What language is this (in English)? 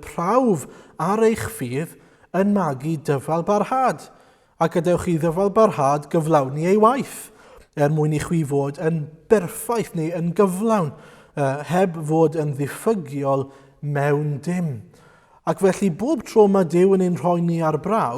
Welsh